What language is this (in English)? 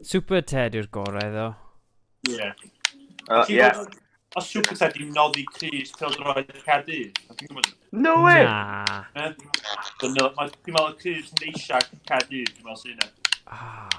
Welsh